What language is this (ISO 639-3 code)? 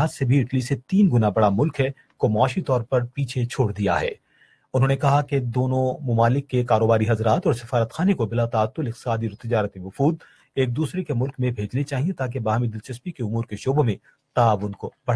urd